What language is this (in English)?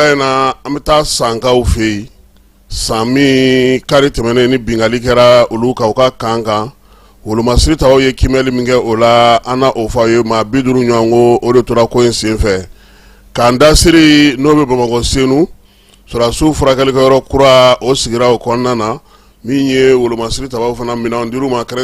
Bambara